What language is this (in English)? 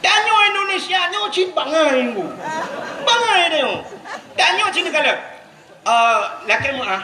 Achinese